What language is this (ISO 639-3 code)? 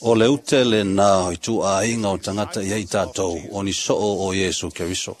smo